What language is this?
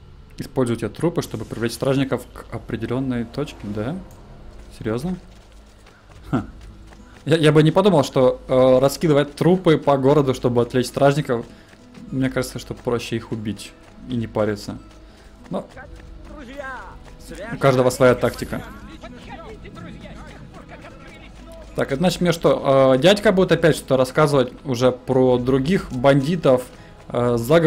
Russian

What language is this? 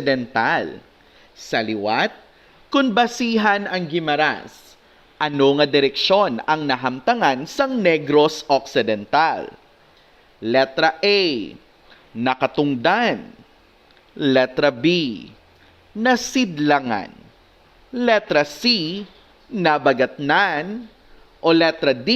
Hiligaynon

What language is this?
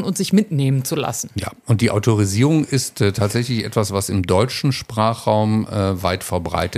German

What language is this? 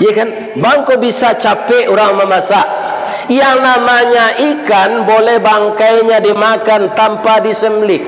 Minangkabau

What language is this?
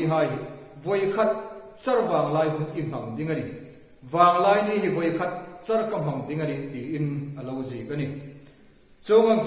Hmar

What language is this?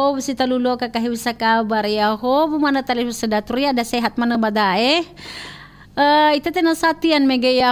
Nias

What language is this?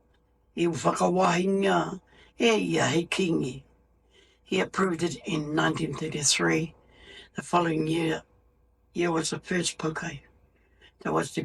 Māori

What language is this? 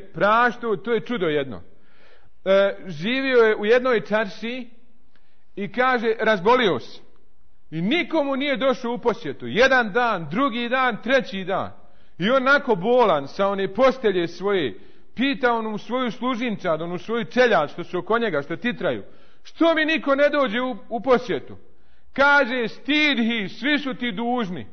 Bosnian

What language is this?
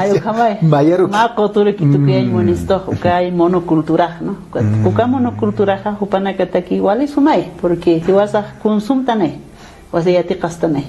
Aymara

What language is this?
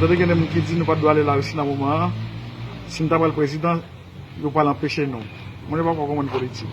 Haitian Creole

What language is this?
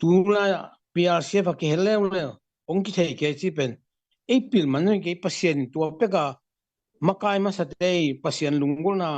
Tedim Chin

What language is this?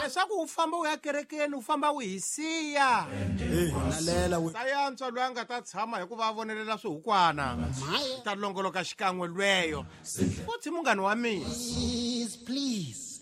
Tsonga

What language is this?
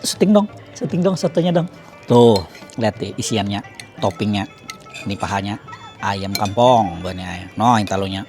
Banjar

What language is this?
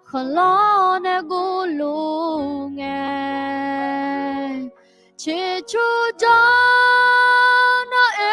Akha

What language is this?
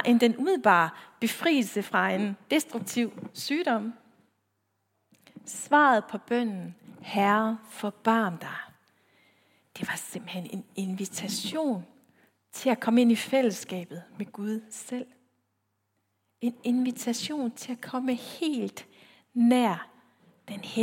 Danish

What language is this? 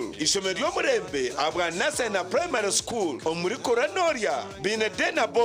Nyankole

